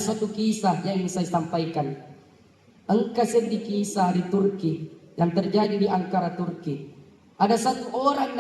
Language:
Buginese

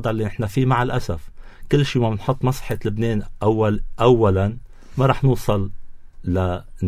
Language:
North Levantine Arabic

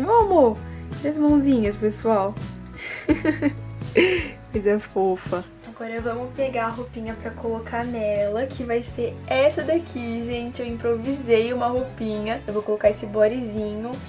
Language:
Portuguese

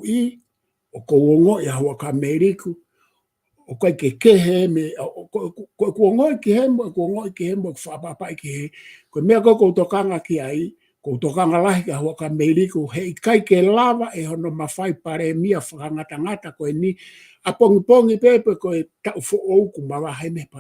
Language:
Tongan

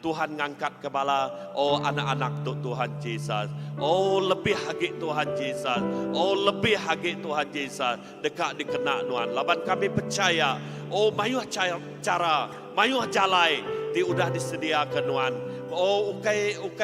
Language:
Iban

